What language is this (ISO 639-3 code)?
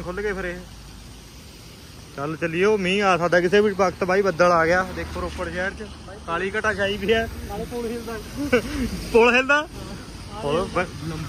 pan